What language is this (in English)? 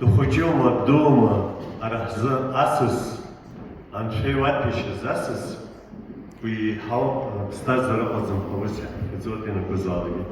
Abkhazian